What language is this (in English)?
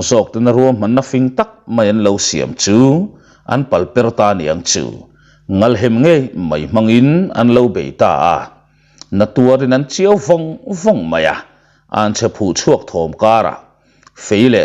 Mizo